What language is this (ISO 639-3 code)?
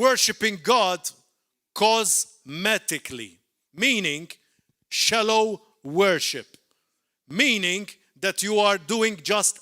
eng